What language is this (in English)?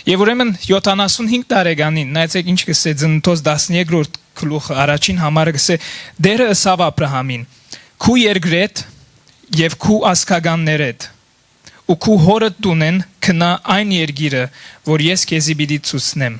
Western Armenian